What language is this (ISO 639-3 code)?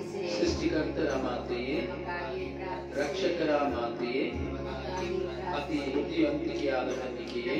kan